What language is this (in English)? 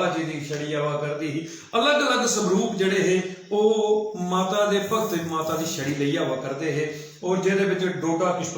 Dogri